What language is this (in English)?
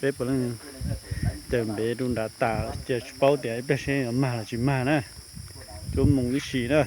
Hmong